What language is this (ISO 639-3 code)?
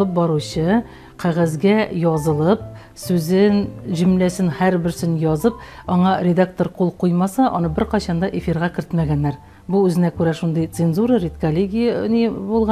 tat